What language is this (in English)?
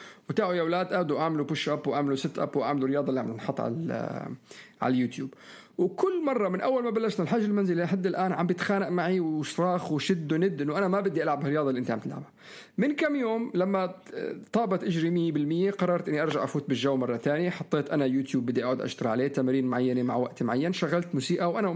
North Levantine Arabic